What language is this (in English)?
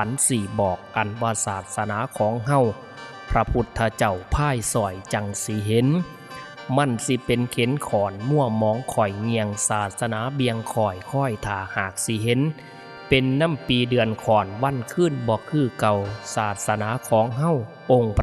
Northeastern Thai